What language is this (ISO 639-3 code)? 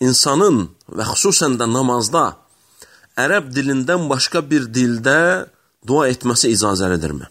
aze